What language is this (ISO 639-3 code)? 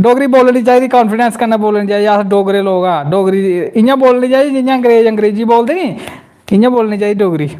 doi